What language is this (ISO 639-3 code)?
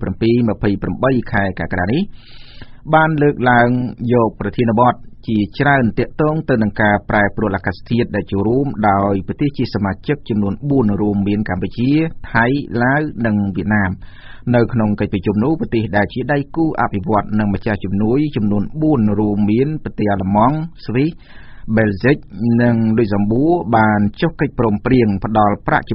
khm